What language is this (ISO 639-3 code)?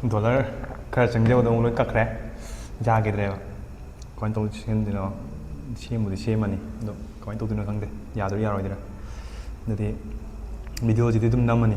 mni